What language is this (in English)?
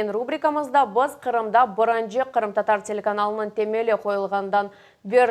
Crimean Tatar